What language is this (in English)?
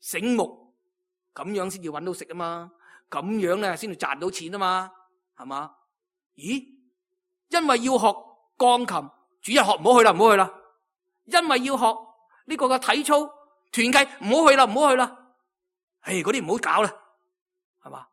Cantonese